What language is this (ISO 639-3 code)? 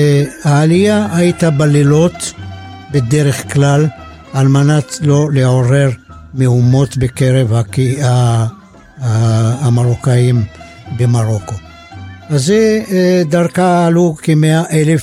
heb